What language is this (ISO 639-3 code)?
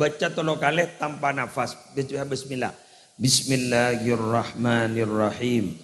mad